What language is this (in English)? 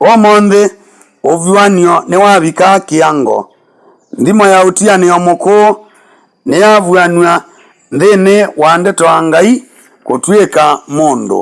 Kamba